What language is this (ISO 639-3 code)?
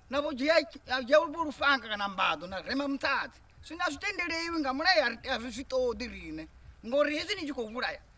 ven